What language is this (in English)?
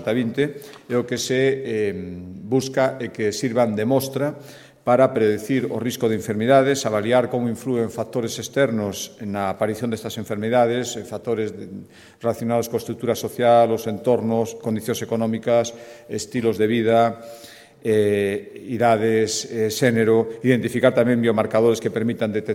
Galician